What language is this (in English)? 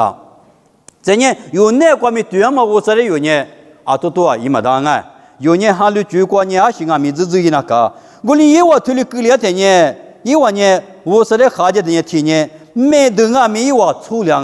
Lisu